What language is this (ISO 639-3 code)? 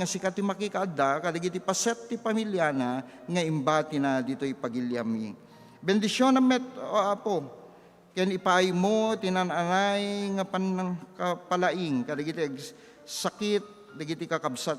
ilo